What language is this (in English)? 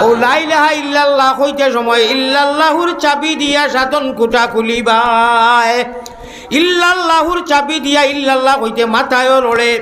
Sylheti